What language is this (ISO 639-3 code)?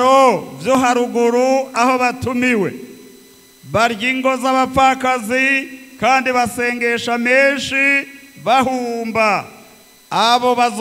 run